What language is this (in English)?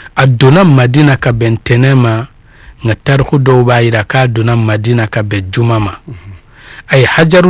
Bambara